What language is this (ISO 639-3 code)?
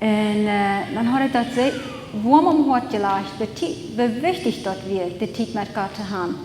pdt